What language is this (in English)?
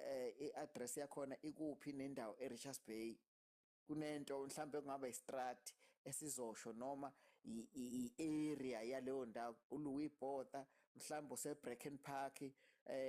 Zulu